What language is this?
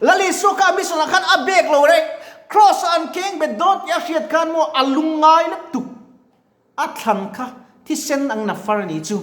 Mizo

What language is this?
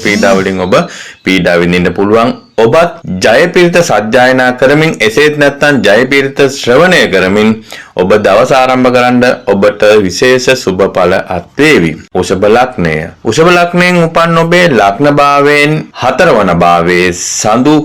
Sinhala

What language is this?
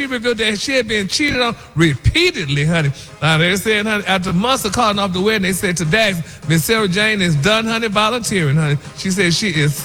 English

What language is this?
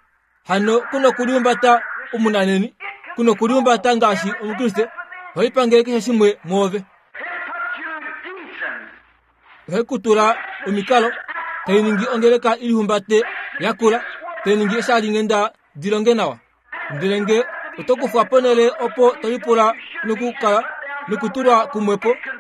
Kuanyama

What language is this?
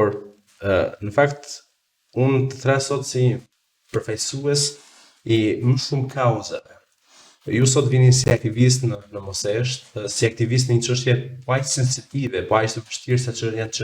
Albanian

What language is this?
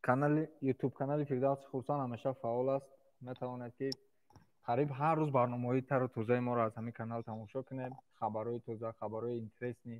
Tajik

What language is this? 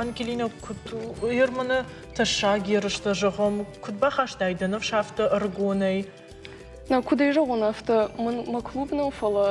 Ossetic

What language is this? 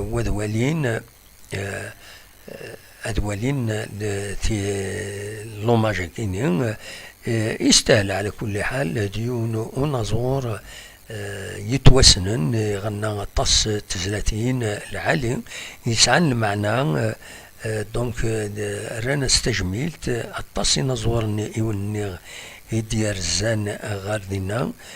Kabyle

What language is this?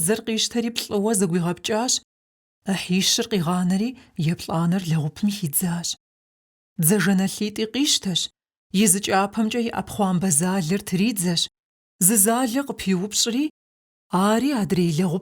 Kabardian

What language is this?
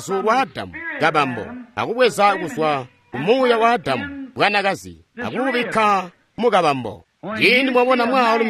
Tonga (Zambia)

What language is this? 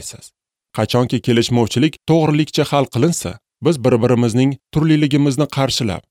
Uzbek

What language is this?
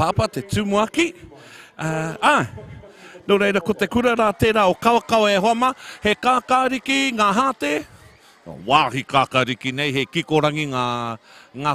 Māori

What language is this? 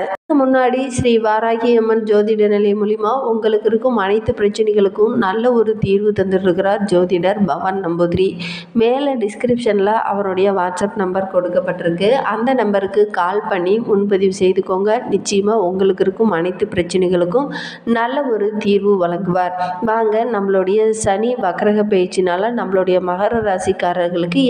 Tamil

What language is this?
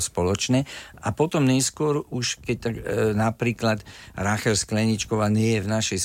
Slovak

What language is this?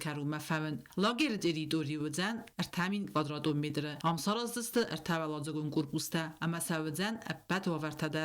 Ossetic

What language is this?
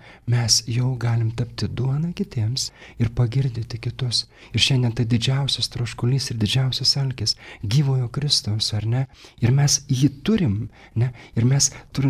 Lithuanian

